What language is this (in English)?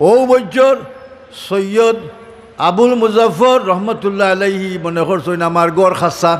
Sylheti